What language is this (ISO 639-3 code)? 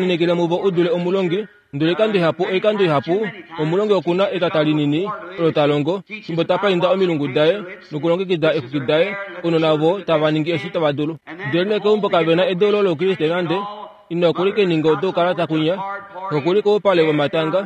kua